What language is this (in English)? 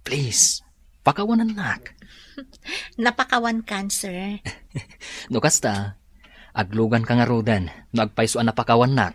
Iloko